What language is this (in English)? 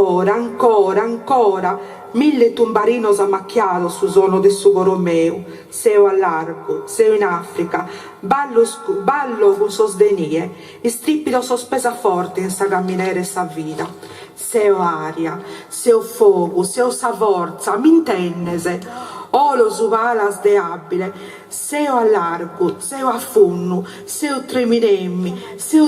Sardinian